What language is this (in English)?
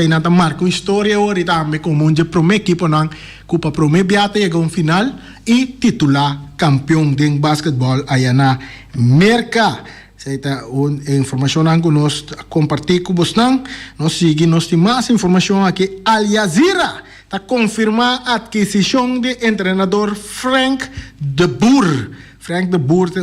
Papiamento